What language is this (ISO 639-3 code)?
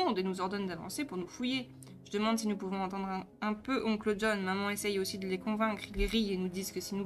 fra